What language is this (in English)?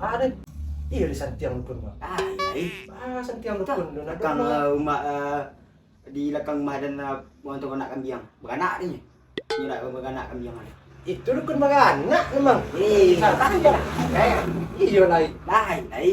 Minangkabau